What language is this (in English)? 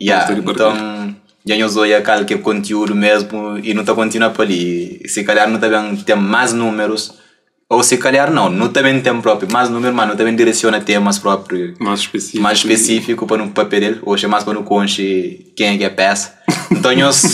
Kabuverdianu